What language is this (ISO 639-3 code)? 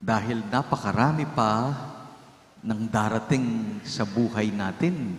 pam